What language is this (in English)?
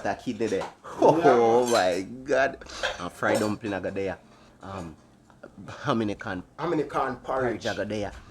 Jamaican Creole English